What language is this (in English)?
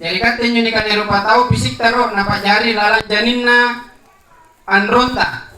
Makasar